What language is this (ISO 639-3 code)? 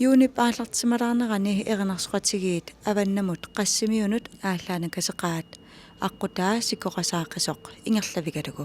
kal